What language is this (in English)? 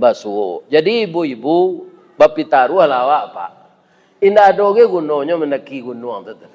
Minangkabau